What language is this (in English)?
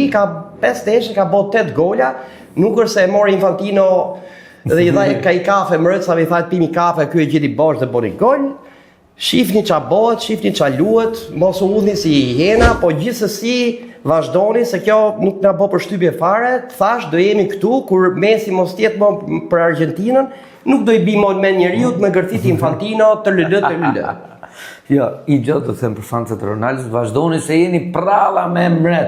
Albanian